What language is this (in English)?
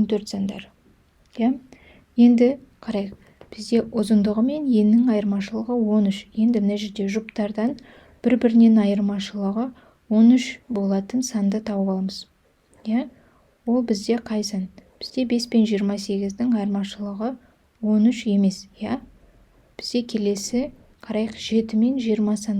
Kazakh